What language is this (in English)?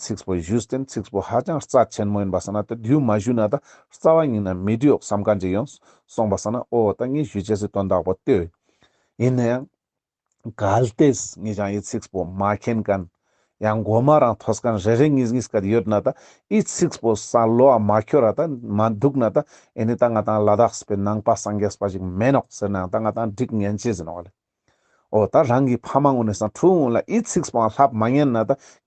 Ladakhi